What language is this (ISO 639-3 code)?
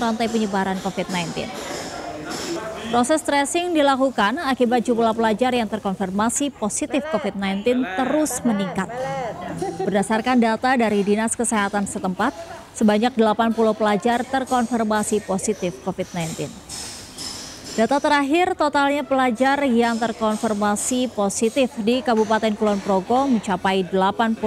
ind